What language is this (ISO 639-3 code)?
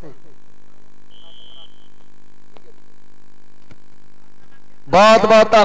pan